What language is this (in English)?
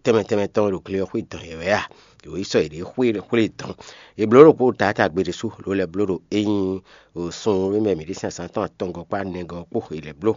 Fon